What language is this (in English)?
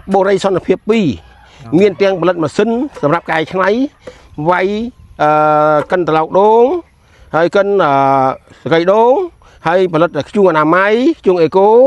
Khmer